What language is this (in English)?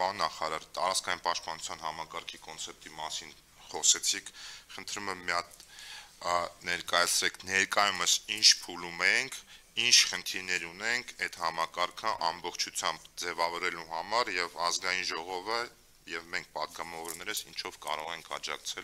Armenian